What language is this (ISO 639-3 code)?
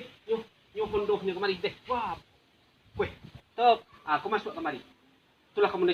min